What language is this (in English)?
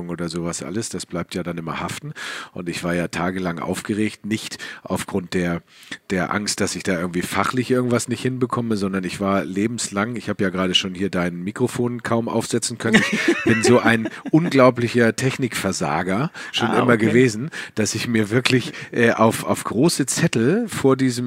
German